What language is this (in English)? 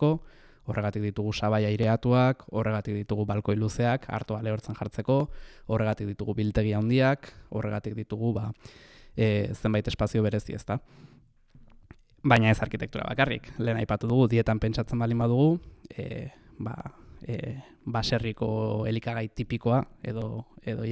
Basque